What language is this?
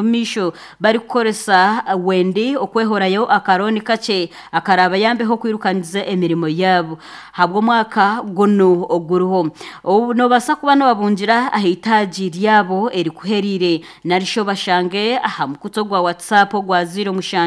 Nyankole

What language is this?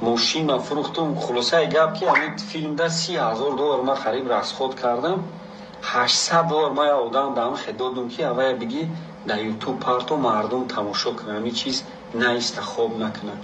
Tajik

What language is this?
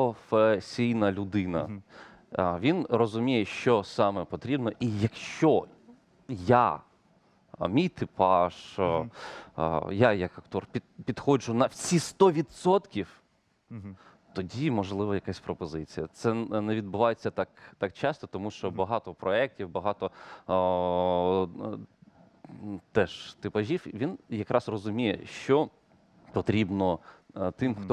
Ukrainian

